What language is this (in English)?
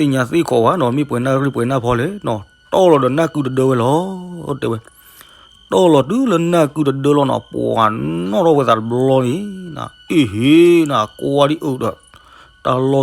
S'gaw Karen